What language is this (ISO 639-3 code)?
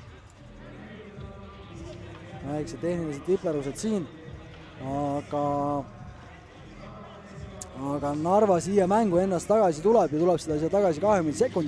est